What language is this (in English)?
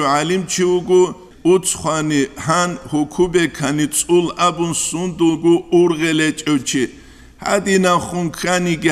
Avaric